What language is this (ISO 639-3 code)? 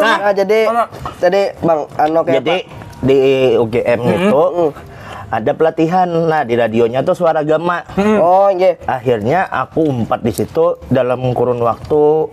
bjn